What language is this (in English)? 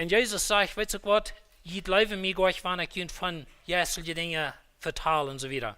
Plautdietsch